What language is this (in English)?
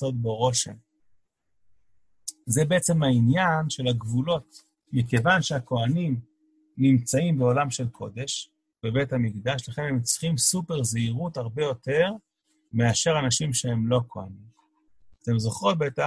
Hebrew